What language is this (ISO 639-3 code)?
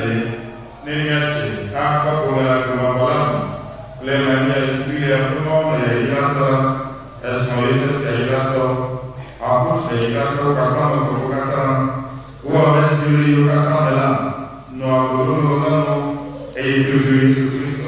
ewe